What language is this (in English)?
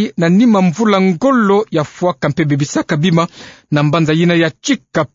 Kituba (Democratic Republic of Congo)